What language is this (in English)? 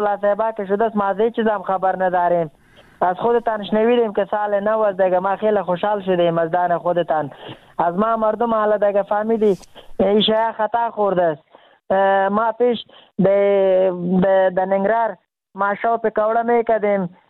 Persian